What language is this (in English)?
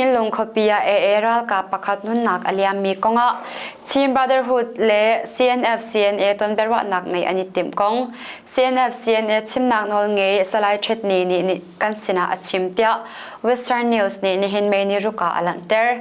Hakha Chin